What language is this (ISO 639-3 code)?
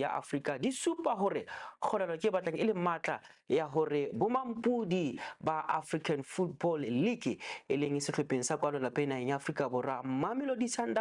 sot